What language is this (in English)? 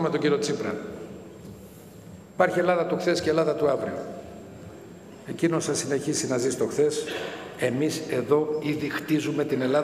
Greek